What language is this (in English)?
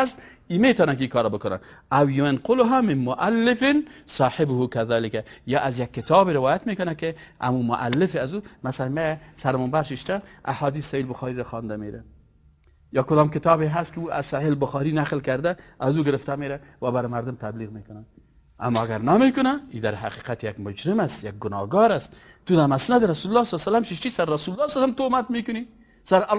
Persian